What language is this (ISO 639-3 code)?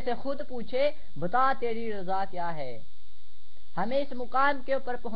urd